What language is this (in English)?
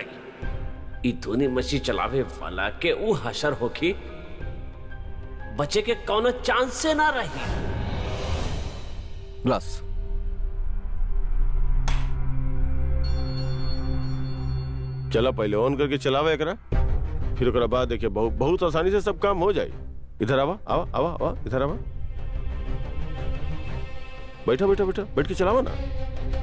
Bhojpuri